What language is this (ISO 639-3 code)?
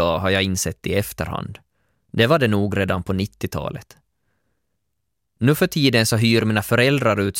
swe